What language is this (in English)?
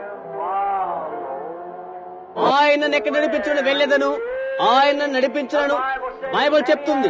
Telugu